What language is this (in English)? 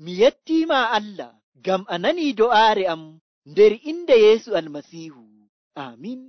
Nigerian Fulfulde